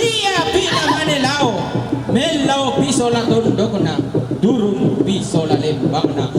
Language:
Toraja-Sa'dan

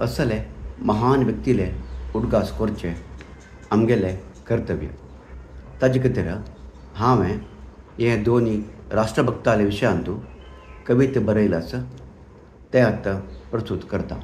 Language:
Konkani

